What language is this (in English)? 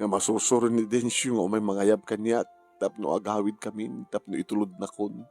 Iloko